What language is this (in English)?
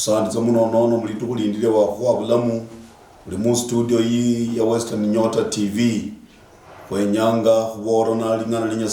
Luyia